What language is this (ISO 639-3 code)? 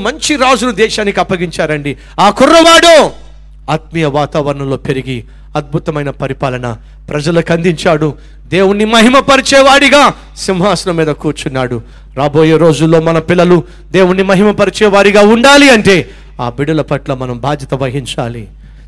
tel